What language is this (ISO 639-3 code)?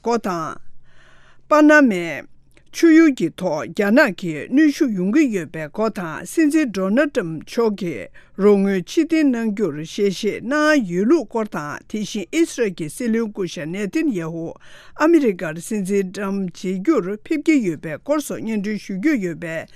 bod